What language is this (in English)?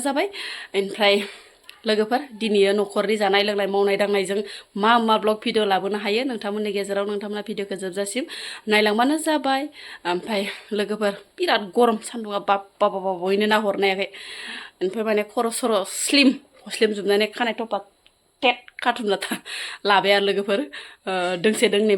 Bodo